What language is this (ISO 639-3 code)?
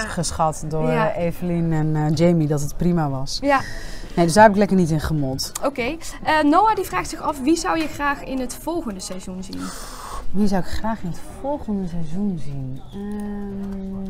nld